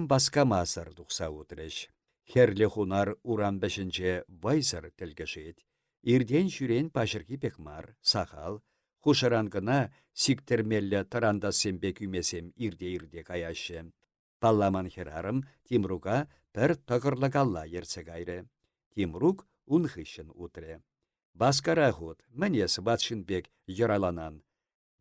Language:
Chuvash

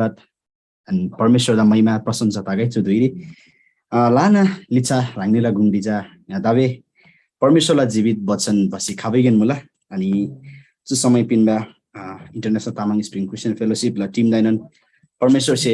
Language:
Eastern Tamang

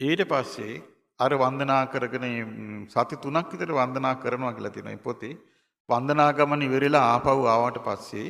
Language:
Sinhala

